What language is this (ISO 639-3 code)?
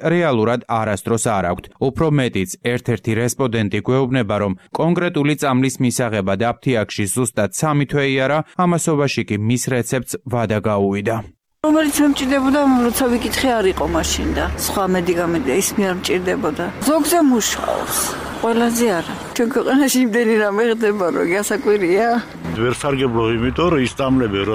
kat